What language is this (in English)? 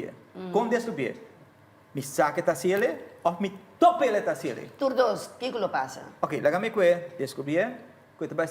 Papiamento